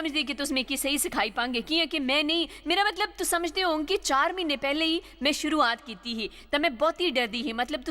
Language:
Dogri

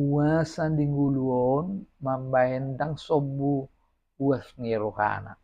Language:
Batak Toba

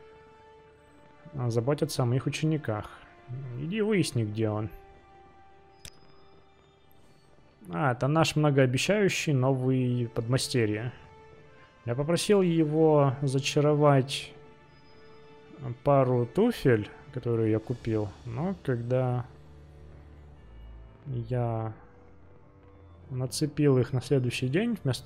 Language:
Russian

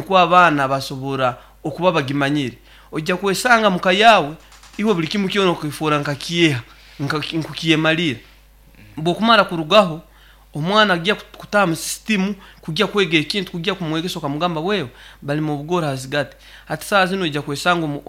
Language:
Nyankole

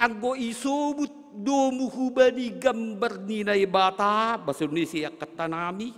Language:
Batak Simalungun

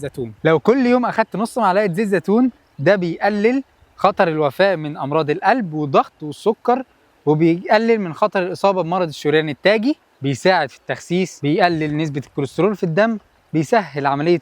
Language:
Egyptian Arabic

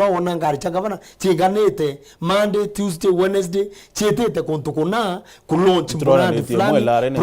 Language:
Meru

